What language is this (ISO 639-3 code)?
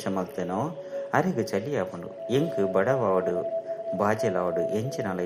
tcy